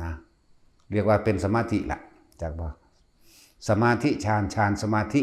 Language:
Lao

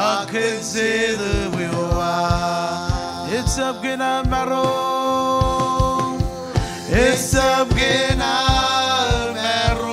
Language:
Marshallese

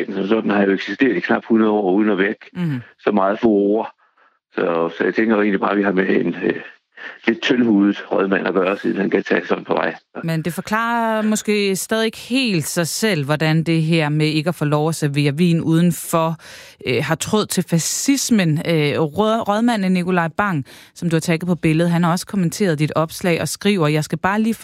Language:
Danish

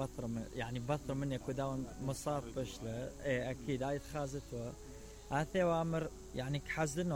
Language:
Mesopotamian Arabic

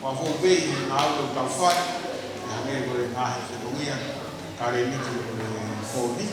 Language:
Tongan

